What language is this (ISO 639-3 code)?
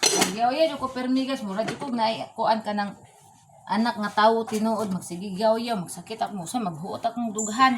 ceb